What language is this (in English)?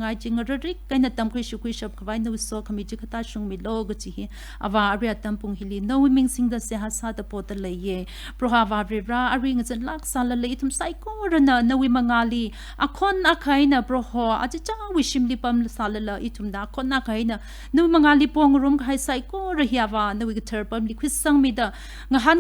Tangkhul Naga (India)